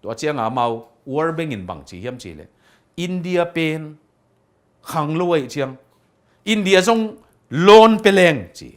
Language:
Tedim Chin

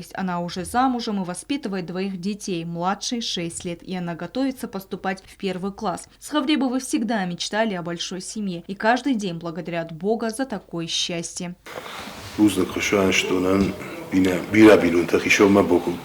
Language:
Ossetic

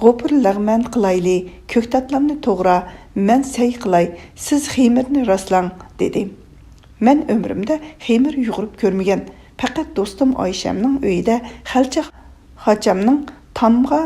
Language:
Uyghur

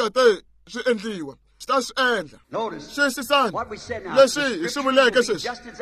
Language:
Tsonga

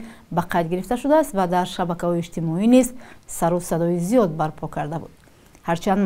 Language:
Tajik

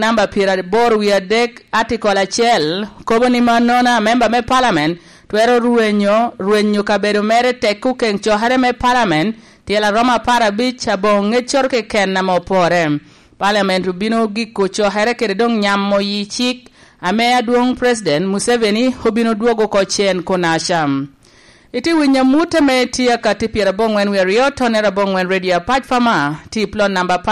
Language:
Lango (Uganda)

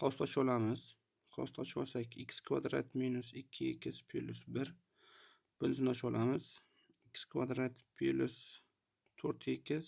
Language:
Uzbek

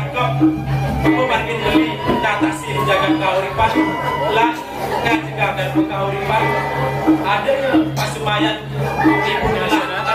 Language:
Balinese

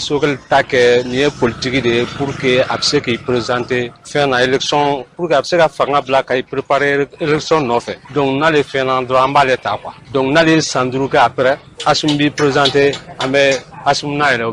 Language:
Bambara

